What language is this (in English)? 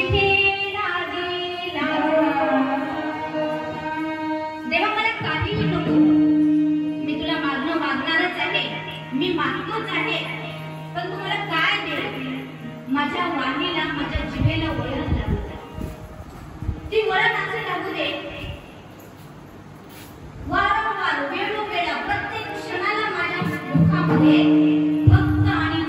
Marathi